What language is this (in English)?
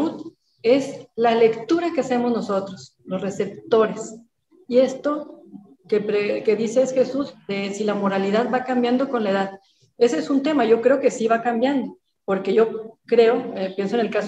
Spanish